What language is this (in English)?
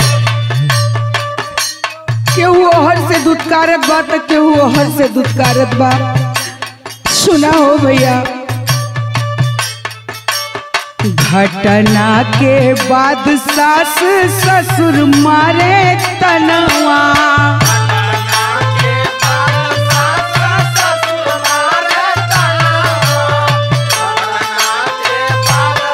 Bhojpuri